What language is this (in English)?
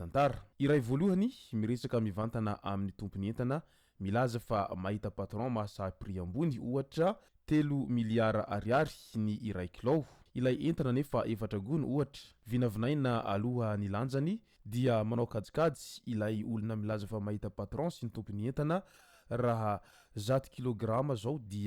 Malagasy